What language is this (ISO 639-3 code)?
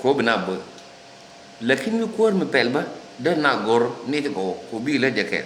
nus